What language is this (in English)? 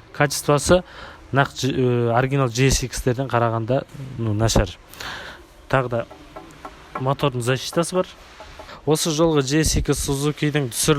Kazakh